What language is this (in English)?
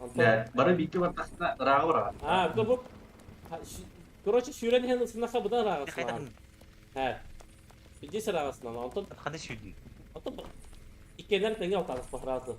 Yakut